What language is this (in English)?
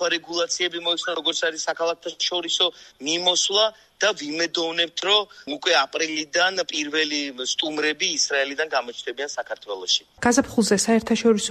Georgian